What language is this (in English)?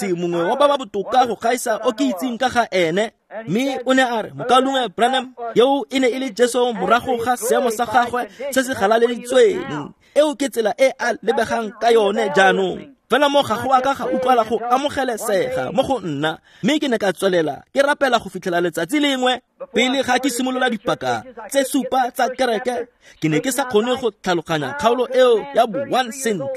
Tswana